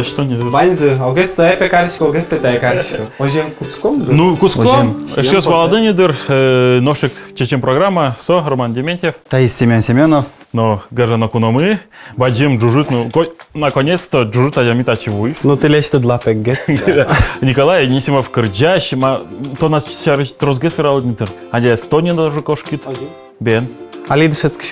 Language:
Udmurt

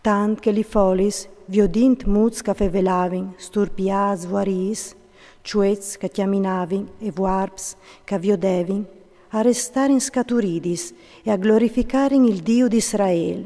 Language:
Friulian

